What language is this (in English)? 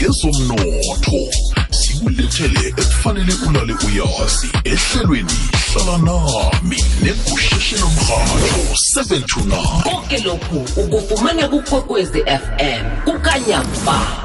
South Ndebele